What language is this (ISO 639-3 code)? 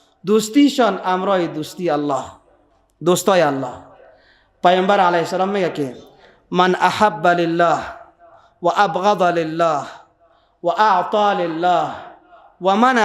fas